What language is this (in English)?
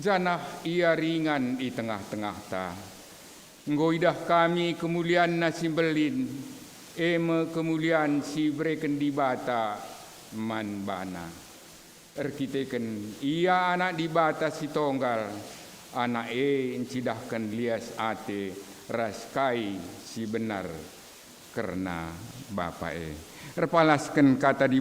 Batak Karo